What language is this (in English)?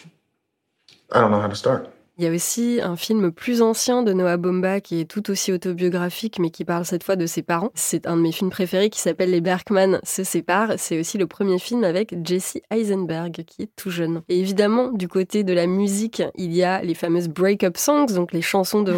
French